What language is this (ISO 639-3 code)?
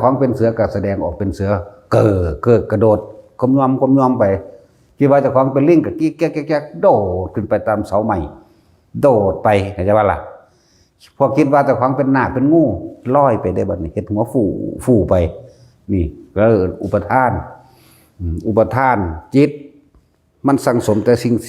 tts